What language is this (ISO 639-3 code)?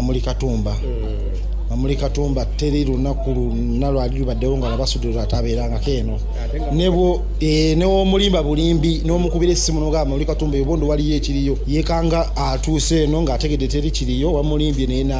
lug